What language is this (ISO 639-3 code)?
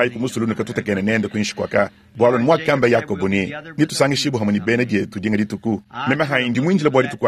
lua